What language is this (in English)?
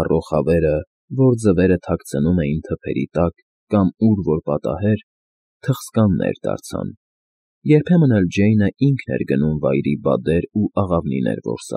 Armenian